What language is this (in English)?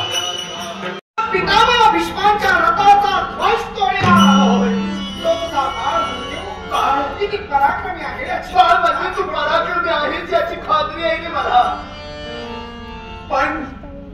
Marathi